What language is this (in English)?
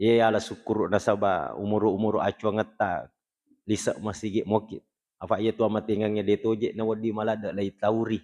Buginese